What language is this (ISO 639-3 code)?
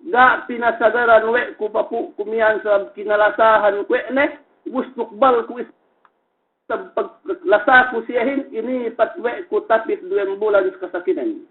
yka